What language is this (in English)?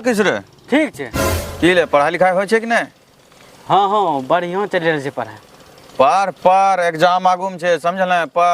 Angika